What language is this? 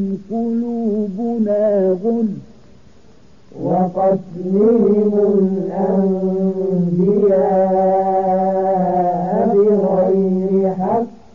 Arabic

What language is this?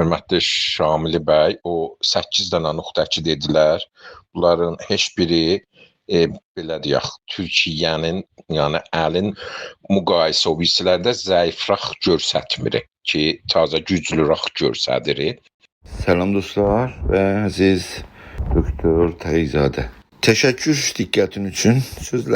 South Azerbaijani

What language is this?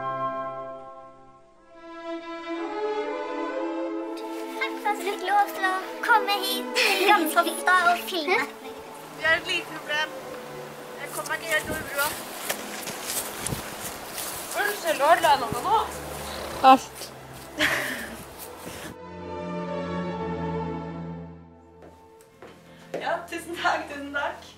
Norwegian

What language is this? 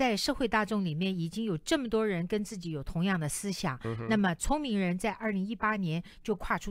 Chinese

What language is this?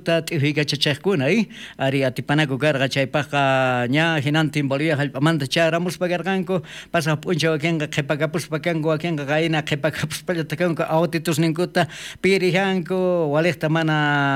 South Bolivian Quechua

